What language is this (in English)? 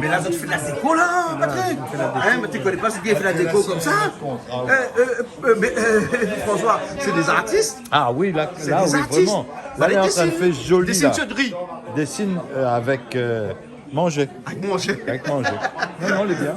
Réunion Creole French